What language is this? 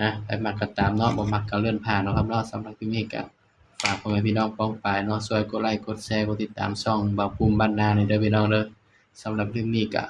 Northeastern Thai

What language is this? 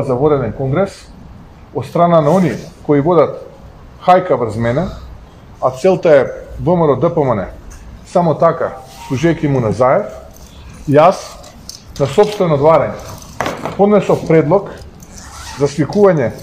Macedonian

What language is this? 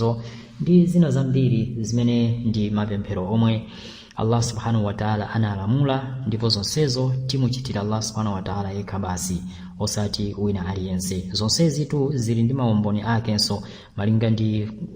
Nyanja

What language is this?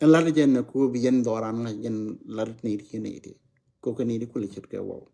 Nuer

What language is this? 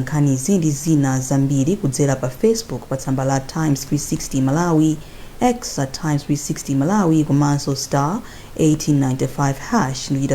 Nyanja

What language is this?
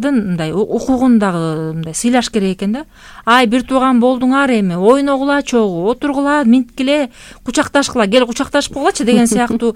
Kyrgyz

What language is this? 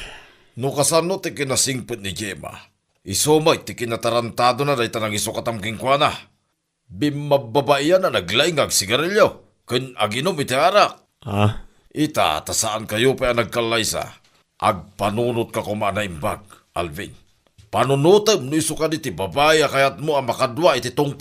Iloko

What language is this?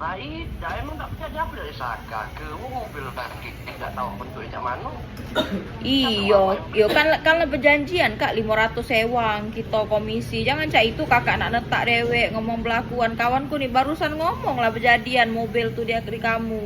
Musi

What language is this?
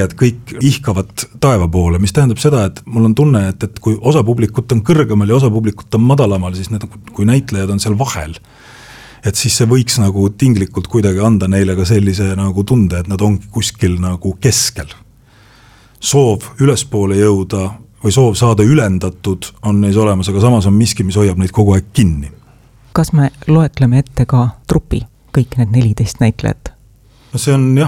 Estonian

